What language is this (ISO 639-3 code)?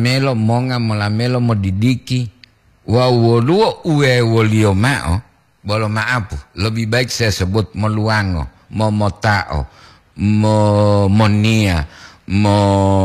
gor